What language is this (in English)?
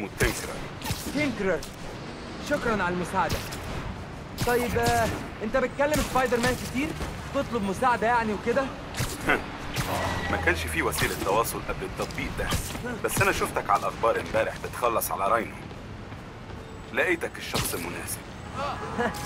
Egyptian Arabic